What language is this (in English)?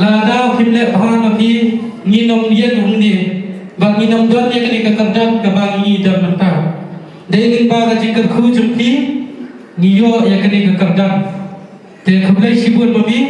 Khasi